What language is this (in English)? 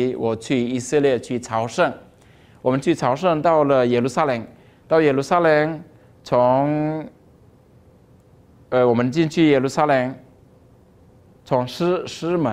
Chinese